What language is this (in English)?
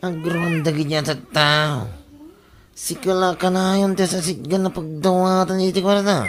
Iloko